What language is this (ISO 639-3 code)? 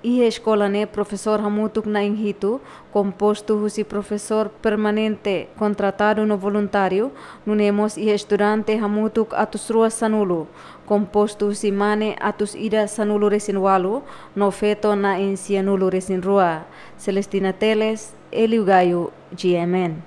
tet